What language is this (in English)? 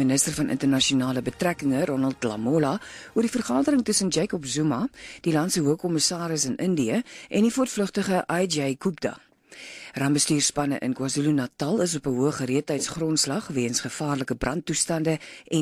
Afrikaans